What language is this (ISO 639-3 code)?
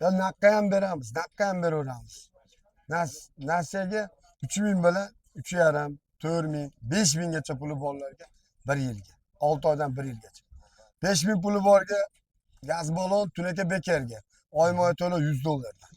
uzb